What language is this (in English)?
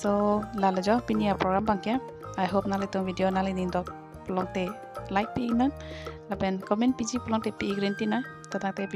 Karbi